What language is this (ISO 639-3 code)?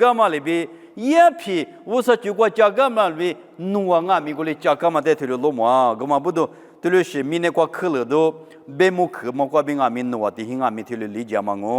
lis